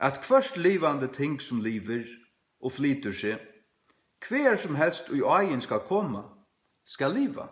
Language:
Faroese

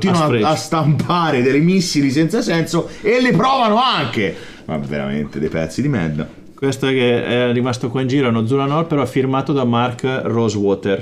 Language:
Italian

